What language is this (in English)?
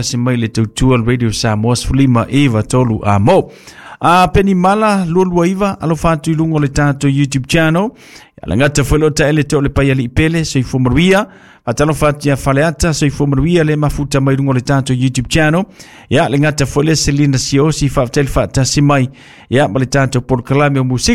Samoan